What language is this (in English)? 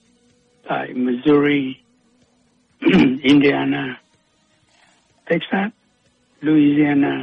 Vietnamese